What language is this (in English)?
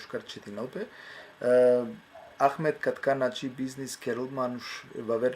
Balkan Romani